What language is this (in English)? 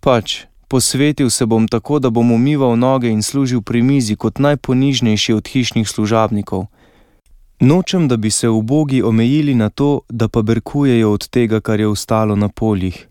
Slovenian